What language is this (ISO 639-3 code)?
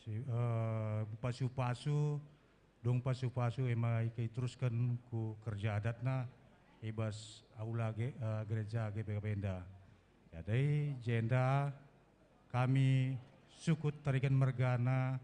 btx